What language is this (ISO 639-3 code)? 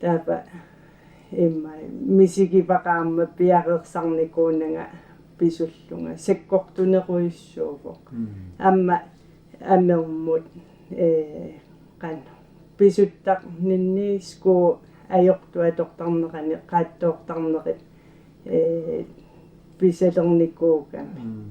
kal